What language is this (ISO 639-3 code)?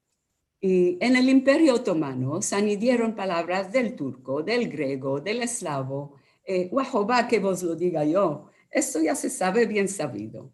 lad